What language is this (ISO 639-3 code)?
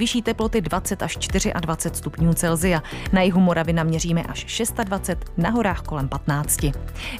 ces